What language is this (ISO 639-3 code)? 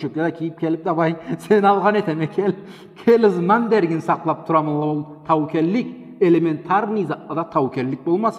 krc